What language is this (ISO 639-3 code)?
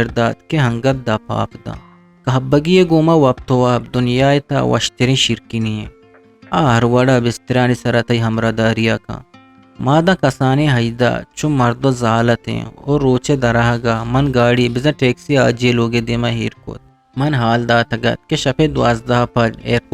bgp